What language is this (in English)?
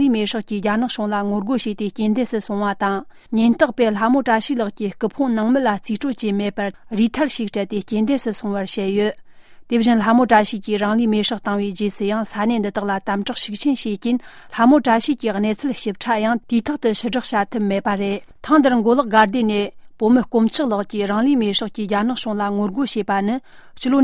Tibetan